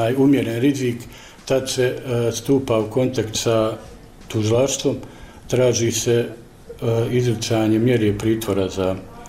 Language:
Bosnian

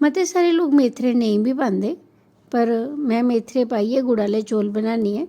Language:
Dogri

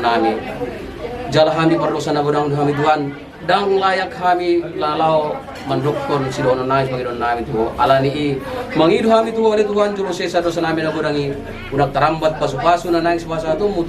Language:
Batak Toba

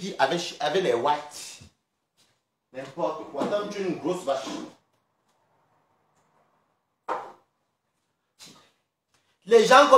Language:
French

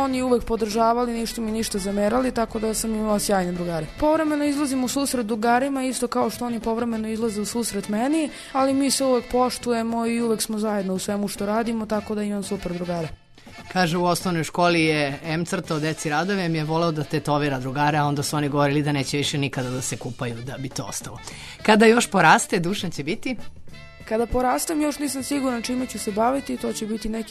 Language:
Serbian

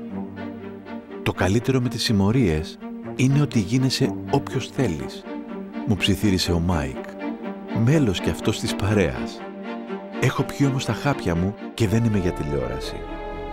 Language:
Greek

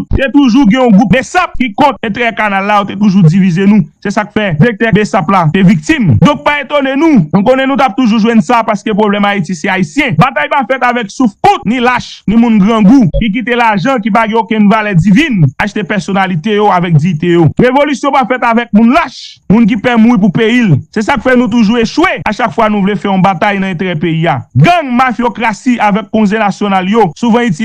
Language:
Haitian Creole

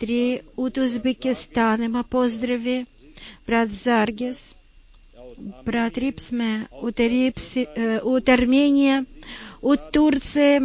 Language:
Bulgarian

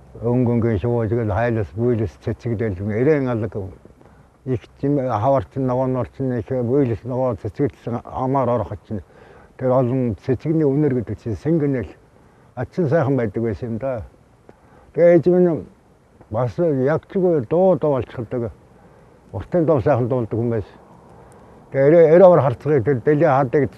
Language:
Mongolian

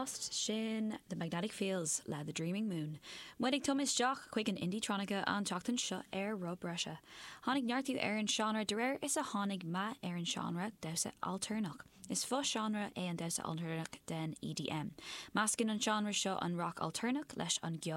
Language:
Irish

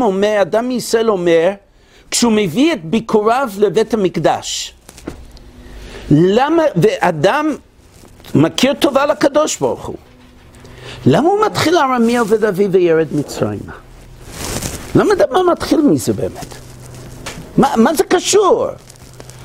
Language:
Hebrew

